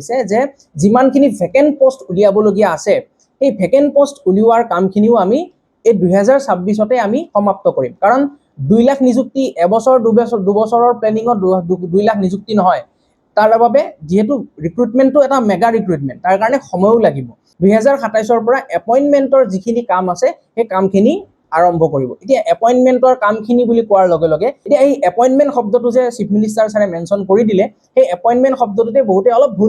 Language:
Assamese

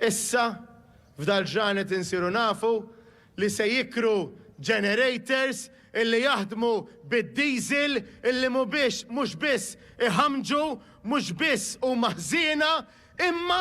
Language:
Maltese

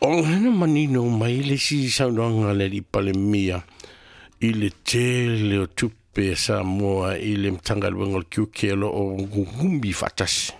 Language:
Samoan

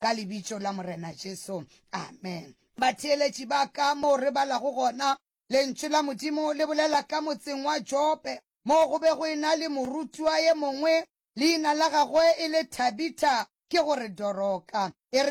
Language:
Northern Sotho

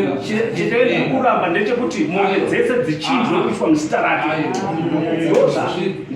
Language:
Shona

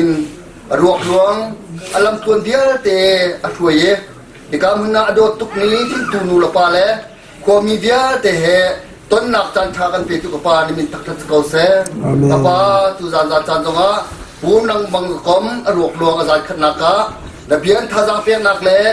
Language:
Hakha Chin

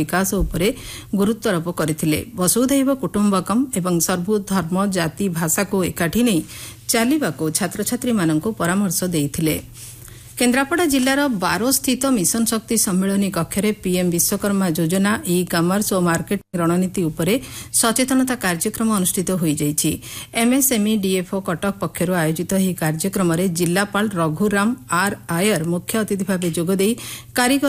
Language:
Odia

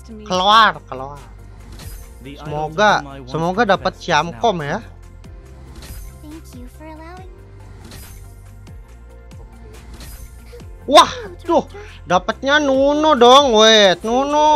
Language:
Indonesian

